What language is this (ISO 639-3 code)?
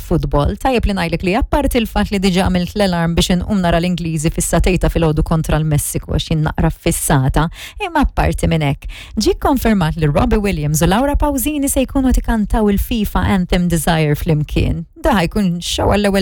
mlt